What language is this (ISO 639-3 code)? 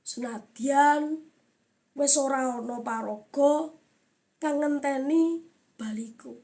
jav